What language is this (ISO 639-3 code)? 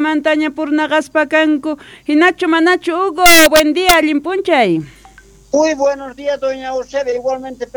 quh